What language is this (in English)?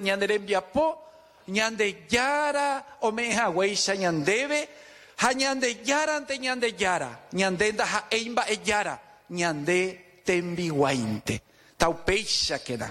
Guarani